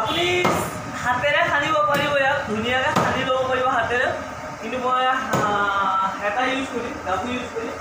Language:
Assamese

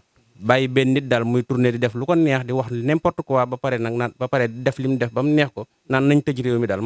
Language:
Wolof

